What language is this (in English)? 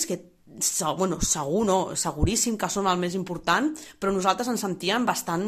Catalan